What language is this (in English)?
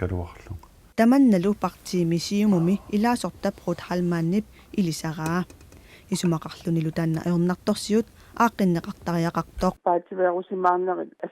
Kalaallisut